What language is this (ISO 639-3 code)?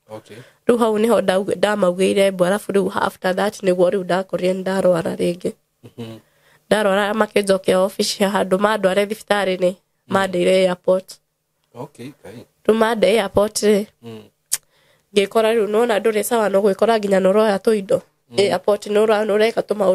kik